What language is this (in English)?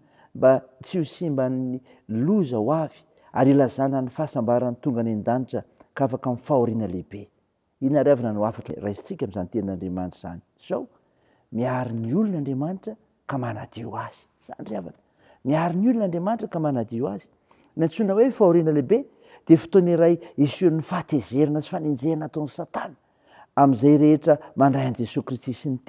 Malagasy